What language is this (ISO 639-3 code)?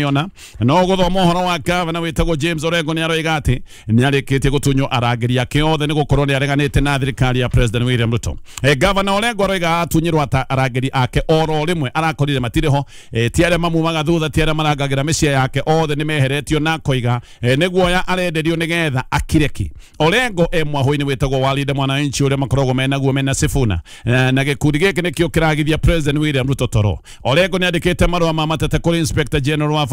kik